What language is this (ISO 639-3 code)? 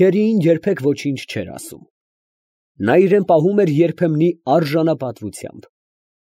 hye